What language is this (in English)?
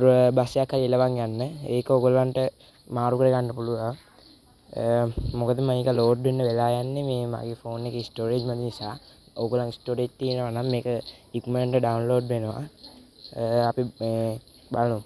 Sinhala